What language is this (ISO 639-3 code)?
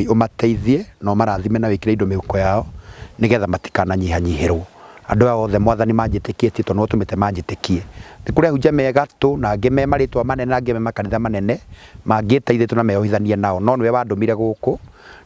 kik